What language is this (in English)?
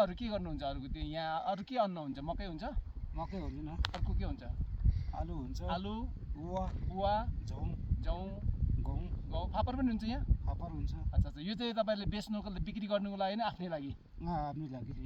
Nepali